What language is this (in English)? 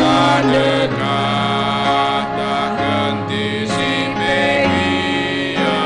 Batak Karo